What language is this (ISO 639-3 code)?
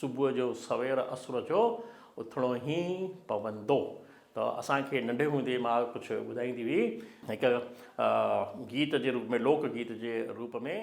snd